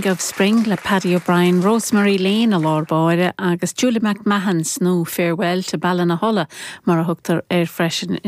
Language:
Irish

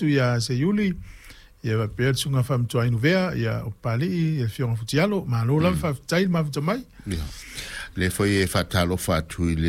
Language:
Samoan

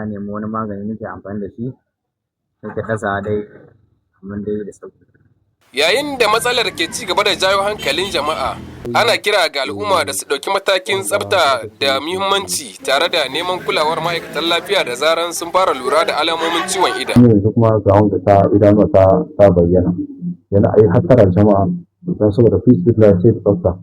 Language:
Hausa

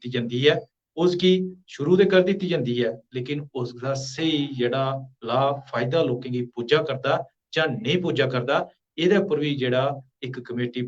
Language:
Dogri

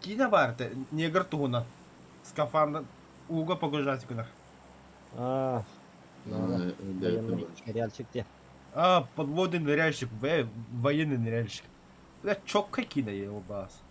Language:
Yakut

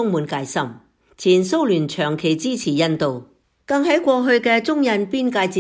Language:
Cantonese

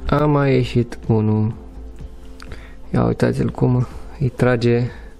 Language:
Romanian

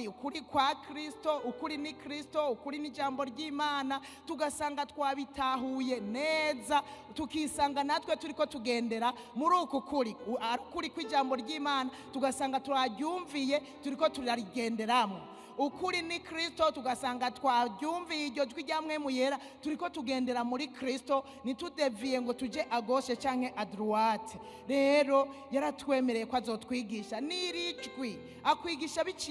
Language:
Rundi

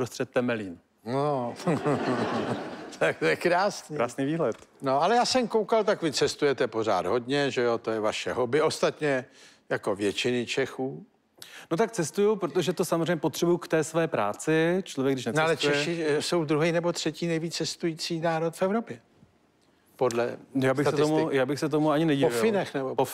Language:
Czech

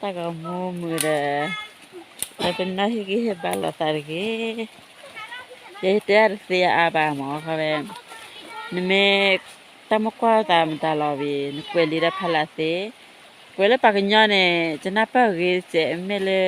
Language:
S'gaw Karen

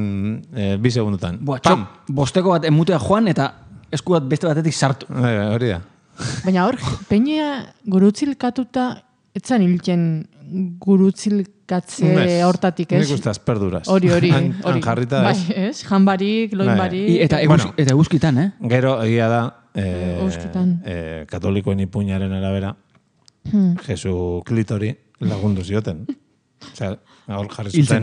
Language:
Basque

